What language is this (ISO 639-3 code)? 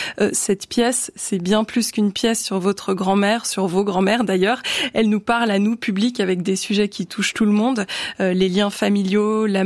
fra